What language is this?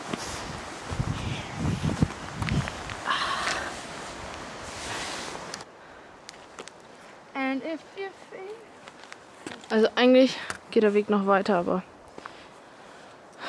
German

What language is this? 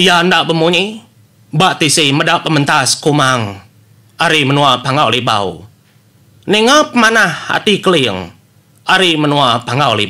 Iban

